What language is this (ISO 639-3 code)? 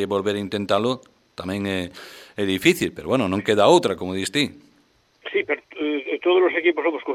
glg